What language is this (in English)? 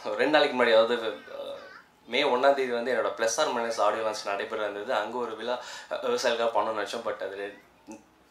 Tamil